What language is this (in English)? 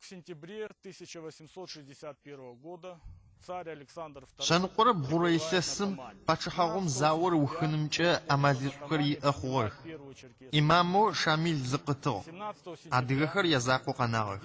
Adyghe